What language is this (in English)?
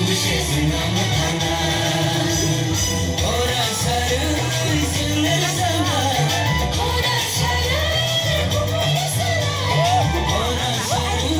Kok Borok